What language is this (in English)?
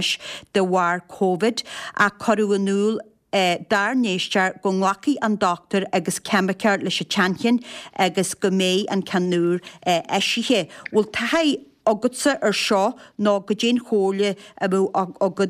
Irish